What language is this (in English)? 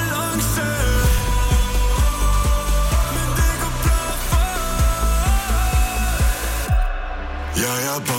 Norwegian